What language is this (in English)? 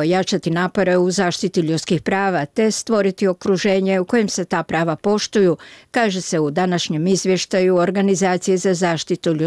Bosnian